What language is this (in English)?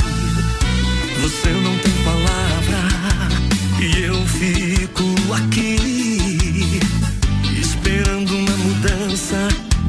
Portuguese